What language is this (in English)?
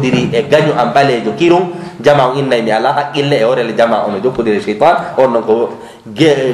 Fula